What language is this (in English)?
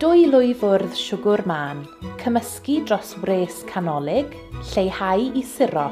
Welsh